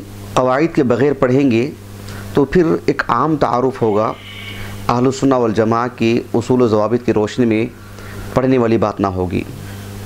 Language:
Urdu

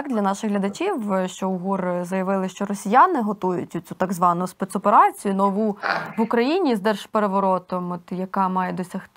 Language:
Ukrainian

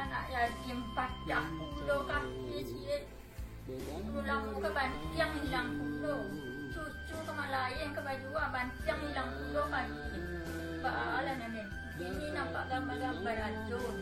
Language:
Minangkabau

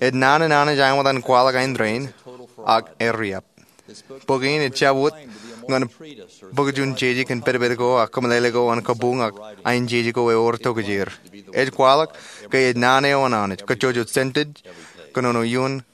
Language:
Marshallese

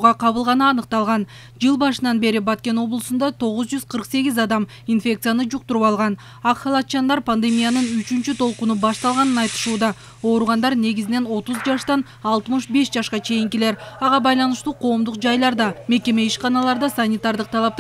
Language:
Kyrgyz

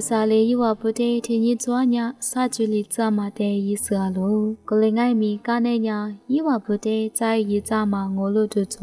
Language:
Lisu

